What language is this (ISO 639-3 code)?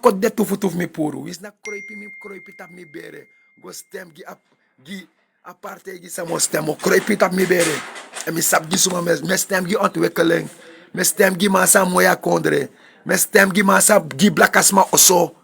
srn